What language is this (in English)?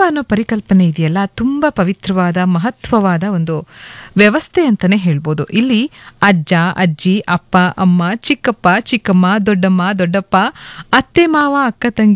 Kannada